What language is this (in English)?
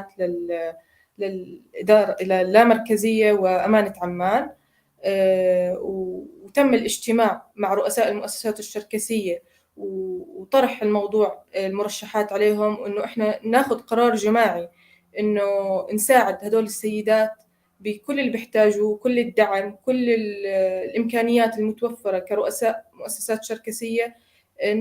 North Levantine Arabic